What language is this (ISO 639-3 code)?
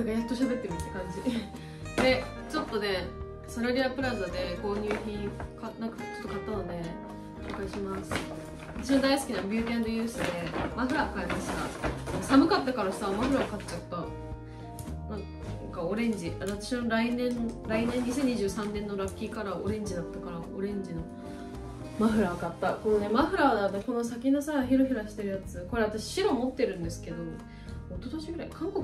jpn